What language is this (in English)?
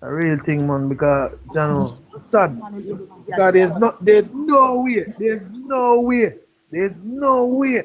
Jamaican Creole English